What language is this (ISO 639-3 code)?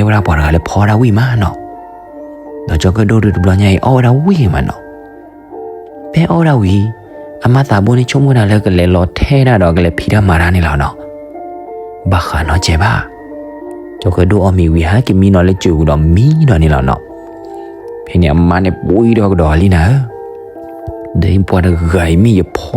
ksw